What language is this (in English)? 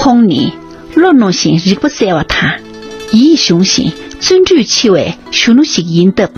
Tibetan